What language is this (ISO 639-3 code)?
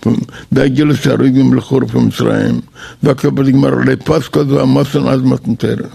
yid